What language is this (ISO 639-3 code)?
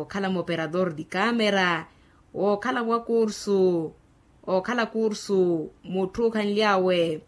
vmw